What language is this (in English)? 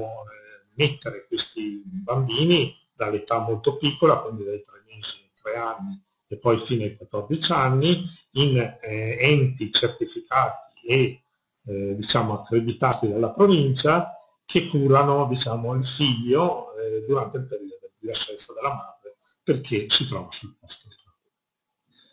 Italian